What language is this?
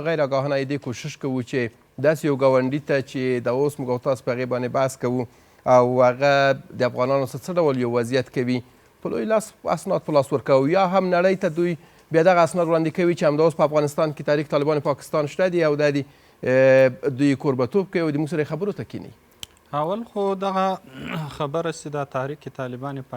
Pashto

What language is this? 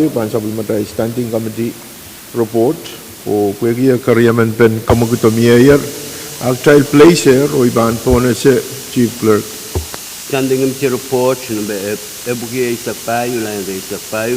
Pohnpeian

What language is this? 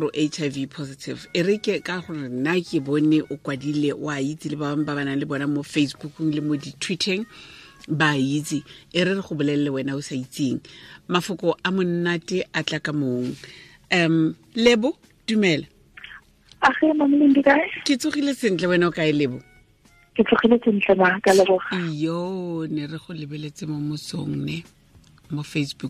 Tswana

